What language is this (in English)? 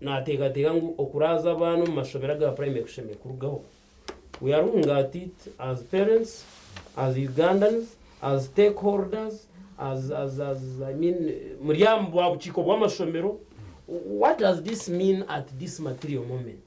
Nyankole